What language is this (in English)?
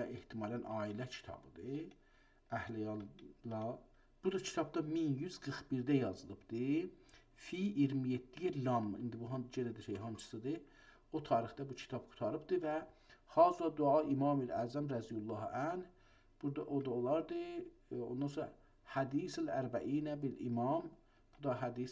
South Azerbaijani